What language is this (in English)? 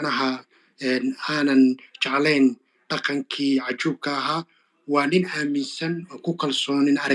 Somali